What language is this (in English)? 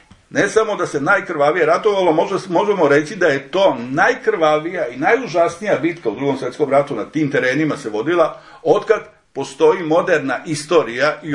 Serbian